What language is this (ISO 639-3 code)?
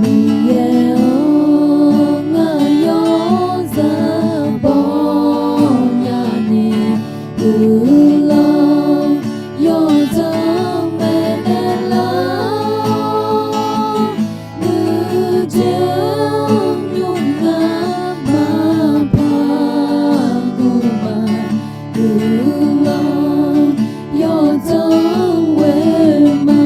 ahk